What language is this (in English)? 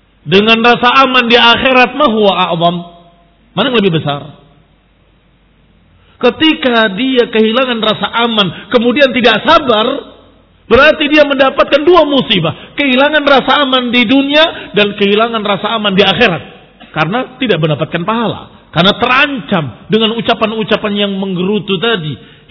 Indonesian